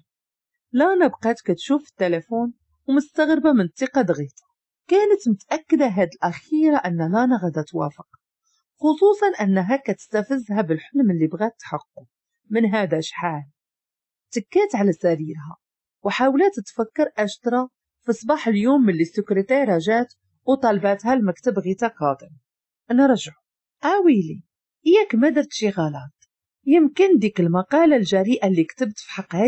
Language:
Moroccan Arabic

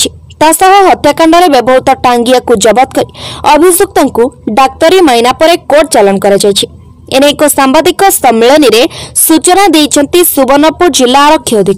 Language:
Odia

